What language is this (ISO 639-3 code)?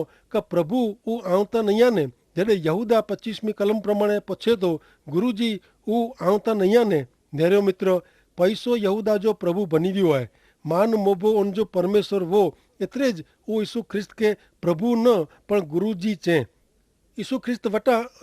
kfr